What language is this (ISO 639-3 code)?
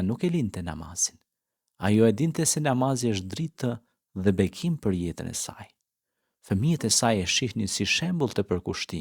sqi